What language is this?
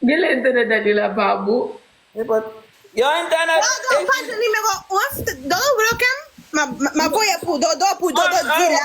Haitian Creole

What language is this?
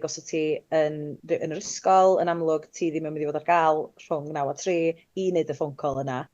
Welsh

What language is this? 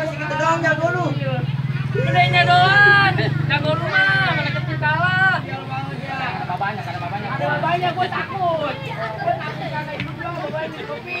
Betawi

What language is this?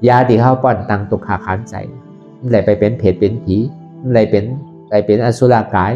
Shan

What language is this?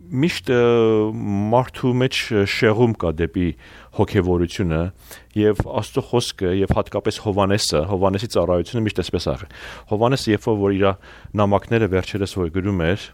Armenian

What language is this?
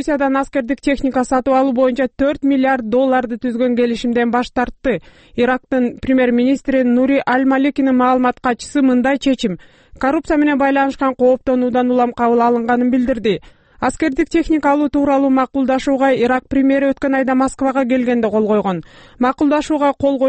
Kyrgyz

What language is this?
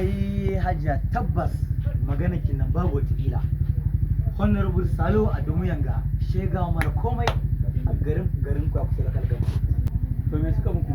Hausa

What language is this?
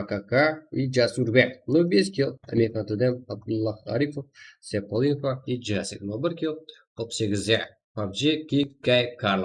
Kara-Kalpak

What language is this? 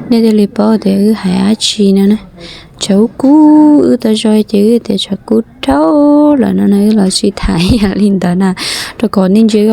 Hmong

